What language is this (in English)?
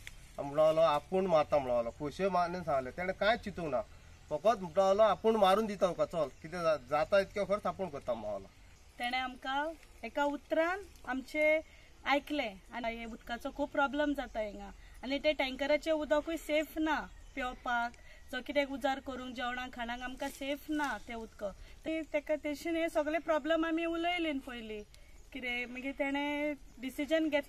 Konkani